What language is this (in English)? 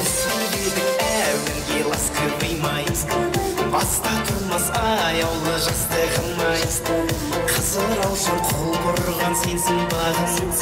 Kara-Kalpak